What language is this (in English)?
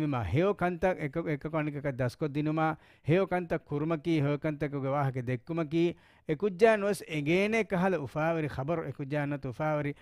Divehi